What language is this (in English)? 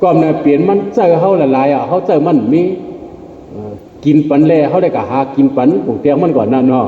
Shan